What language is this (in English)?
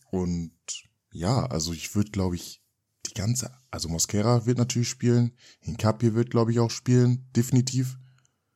German